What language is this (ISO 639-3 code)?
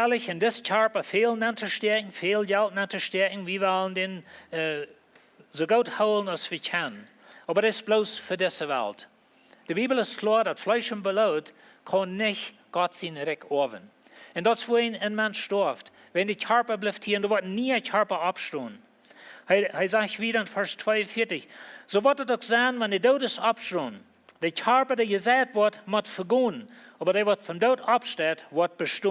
pdt